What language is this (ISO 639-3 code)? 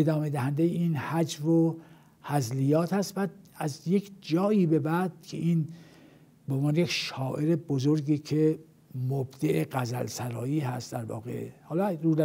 fas